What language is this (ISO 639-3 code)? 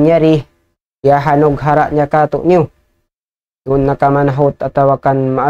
tsg